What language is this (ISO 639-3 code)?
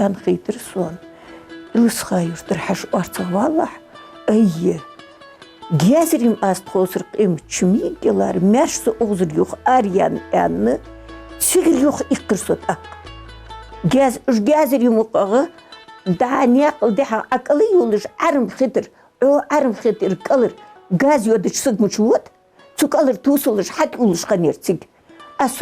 inh